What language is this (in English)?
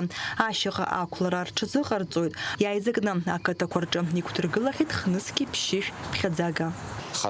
Abkhazian